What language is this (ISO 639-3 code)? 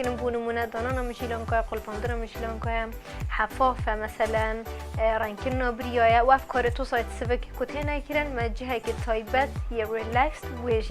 kur